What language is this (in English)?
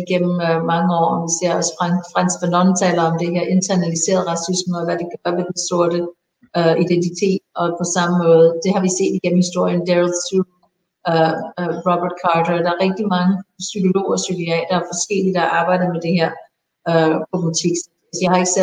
Danish